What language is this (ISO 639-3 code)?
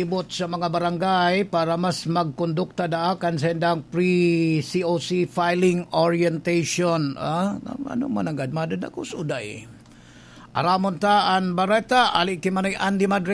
bik